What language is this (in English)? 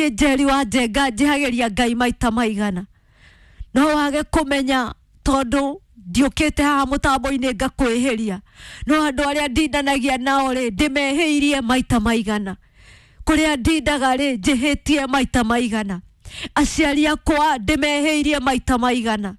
Kikuyu